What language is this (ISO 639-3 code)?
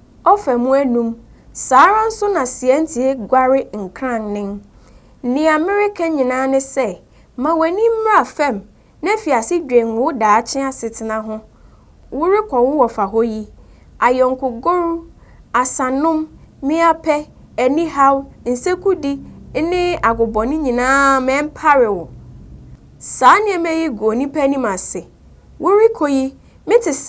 aka